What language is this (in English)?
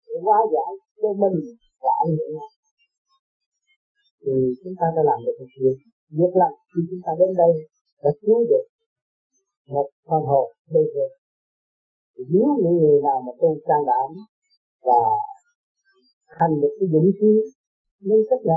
Vietnamese